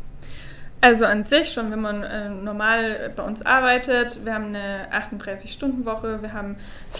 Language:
German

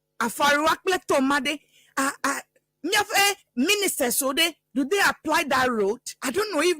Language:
Ewe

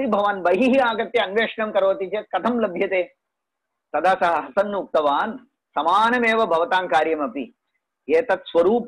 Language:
Sanskrit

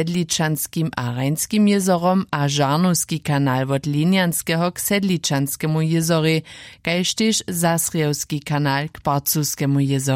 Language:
Upper Sorbian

